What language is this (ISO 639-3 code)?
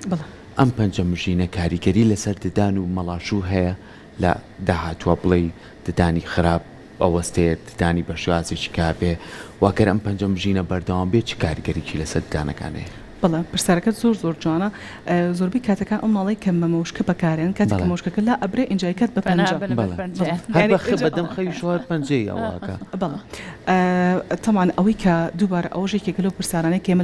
ckb